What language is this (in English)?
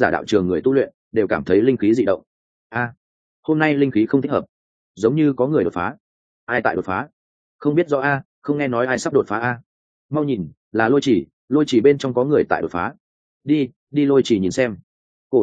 Vietnamese